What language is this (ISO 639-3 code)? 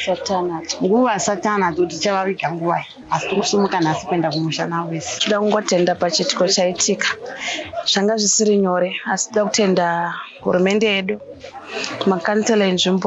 sna